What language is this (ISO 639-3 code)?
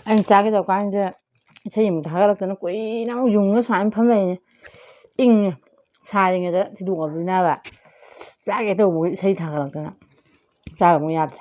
mni